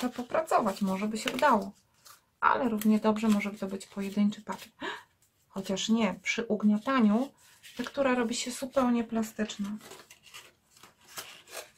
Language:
Polish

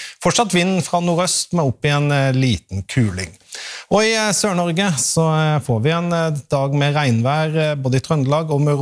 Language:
Norwegian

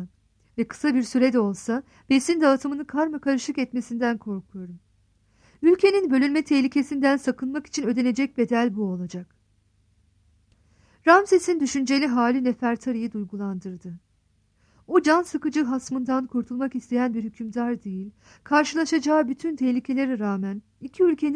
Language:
Turkish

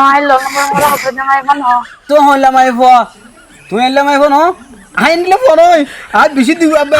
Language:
Rohingya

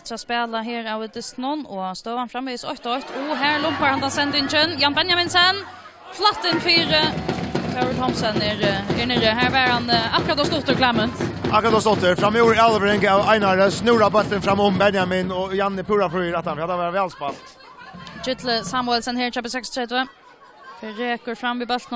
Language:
Faroese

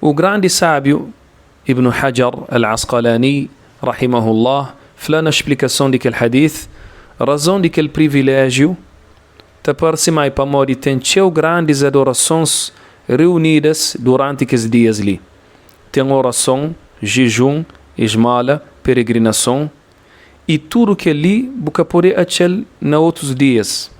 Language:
Kabuverdianu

